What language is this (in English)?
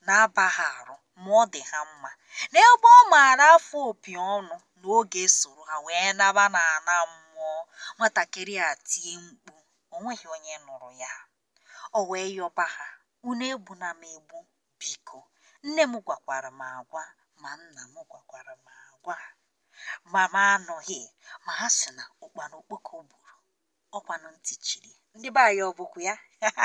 Igbo